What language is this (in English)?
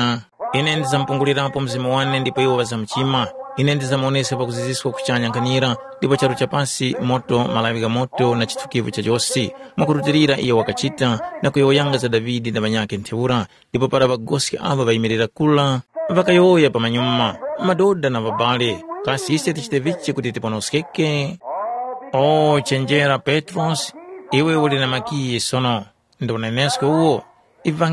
Tumbuka